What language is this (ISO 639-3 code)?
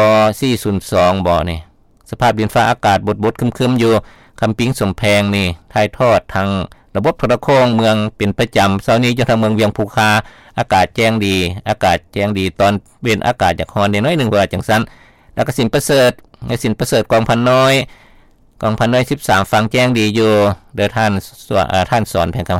lao